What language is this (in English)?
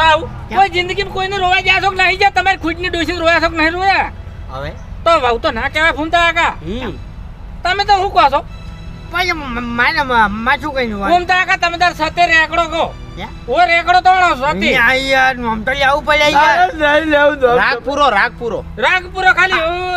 Gujarati